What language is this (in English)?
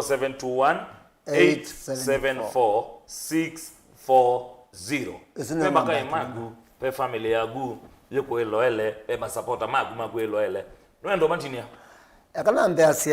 Kamba